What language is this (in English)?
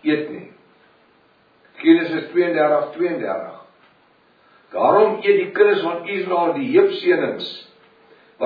Afrikaans